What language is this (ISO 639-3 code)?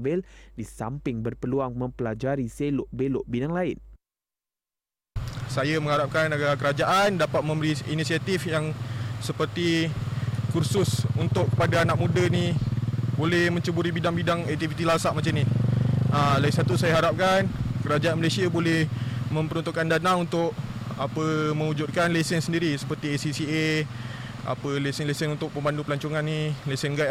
msa